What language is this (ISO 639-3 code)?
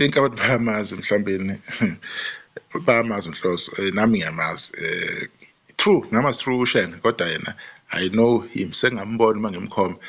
zul